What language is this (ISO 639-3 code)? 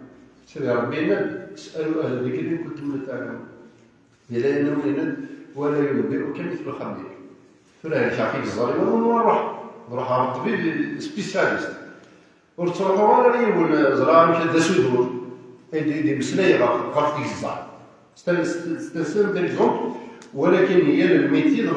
kab